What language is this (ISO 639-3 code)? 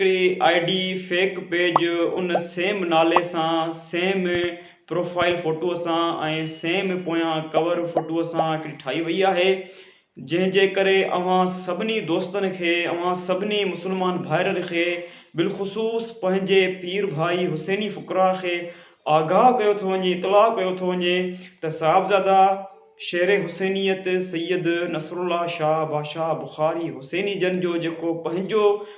snd